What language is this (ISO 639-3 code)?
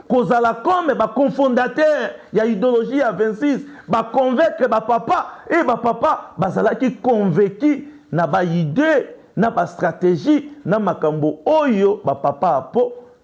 lin